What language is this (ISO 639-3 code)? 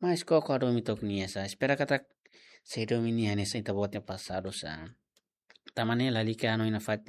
tet